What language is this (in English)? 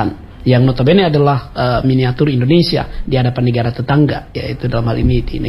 Indonesian